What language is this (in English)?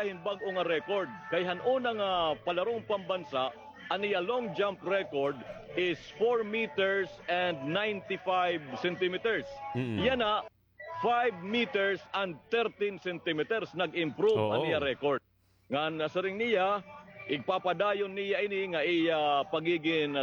Waray